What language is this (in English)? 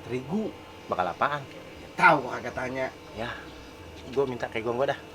Betawi